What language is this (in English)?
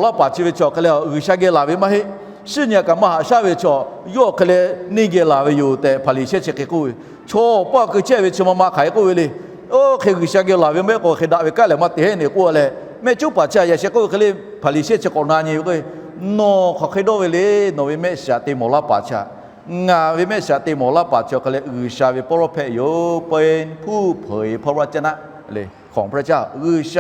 Lahu